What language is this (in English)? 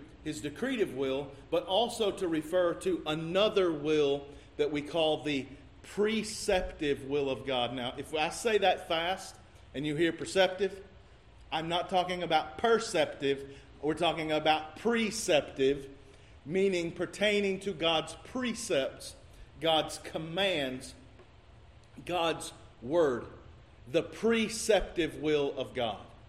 English